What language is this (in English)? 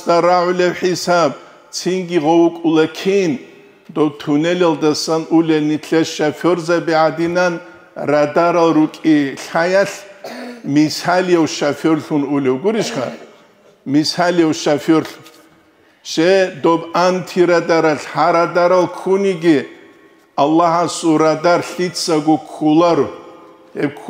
Avaric